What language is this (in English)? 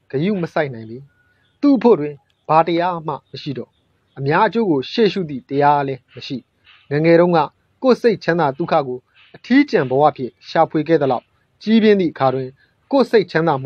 Burmese